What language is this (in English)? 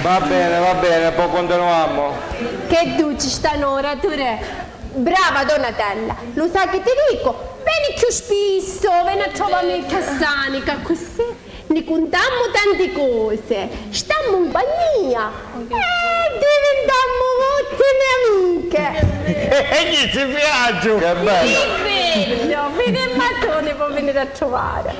Sicilian